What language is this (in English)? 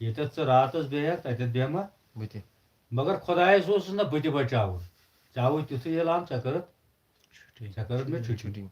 Kashmiri